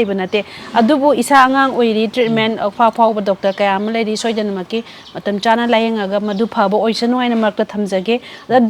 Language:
Manipuri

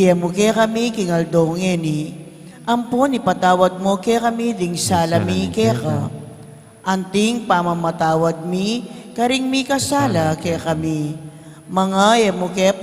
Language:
Pampanga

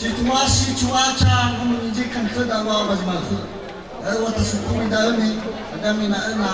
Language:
Nias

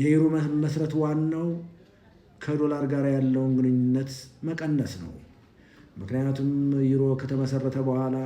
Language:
Amharic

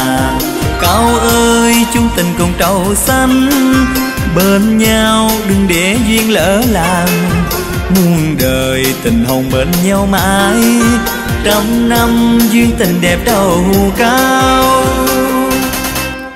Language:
Vietnamese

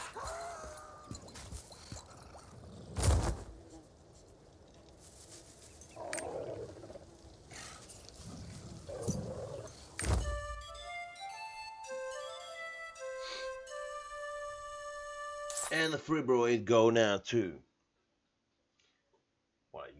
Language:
French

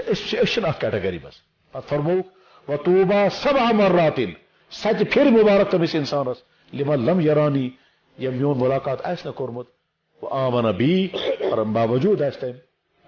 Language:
Kashmiri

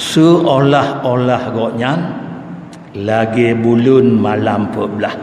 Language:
Achinese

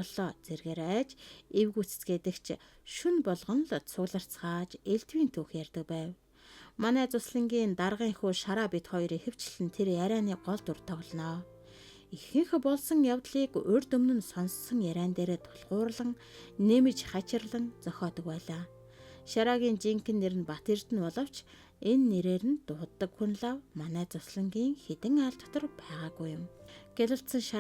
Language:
Mongolian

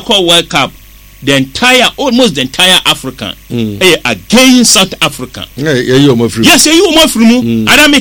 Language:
Akan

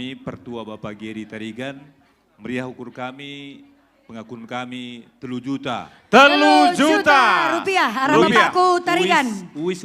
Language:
Batak Karo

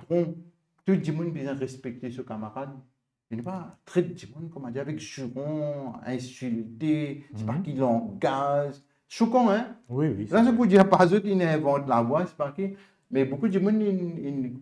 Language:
Morisyen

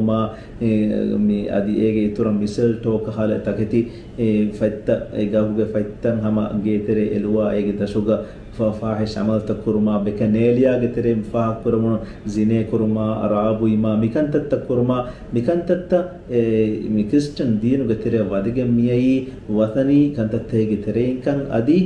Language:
Divehi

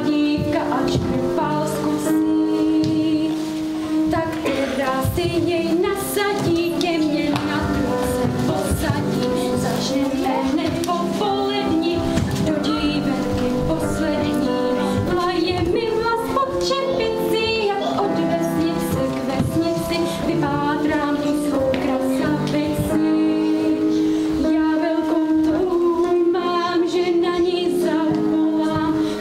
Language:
Czech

